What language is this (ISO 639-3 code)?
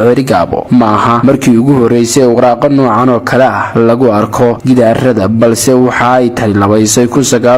som